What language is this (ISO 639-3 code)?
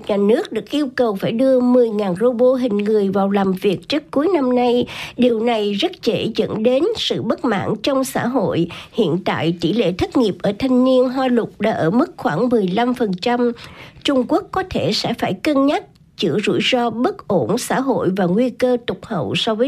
vie